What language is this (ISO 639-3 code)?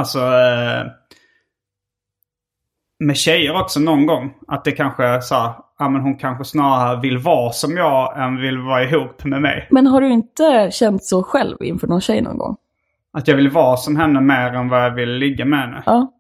swe